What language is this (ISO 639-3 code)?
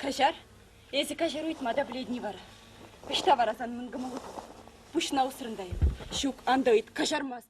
chv